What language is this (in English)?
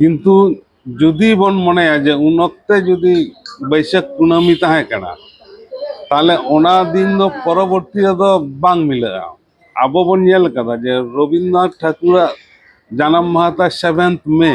Santali